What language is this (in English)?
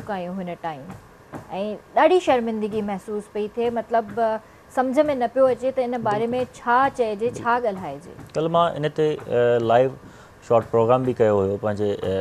Sindhi